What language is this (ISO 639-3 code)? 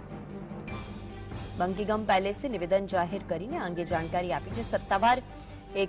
guj